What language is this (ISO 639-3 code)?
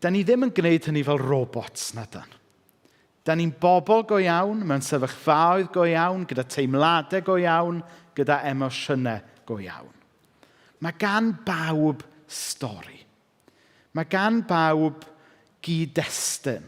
cym